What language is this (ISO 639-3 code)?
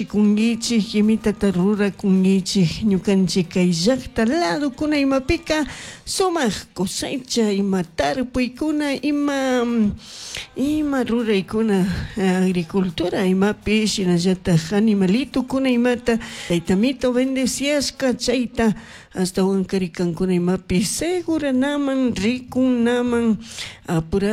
qug